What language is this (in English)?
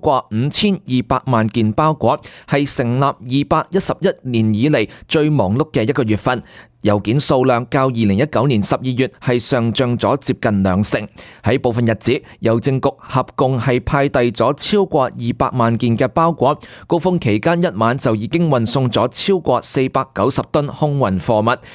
Cantonese